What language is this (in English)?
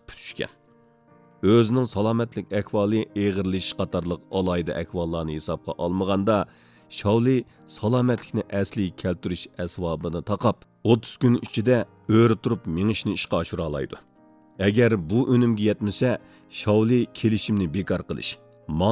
Uyghur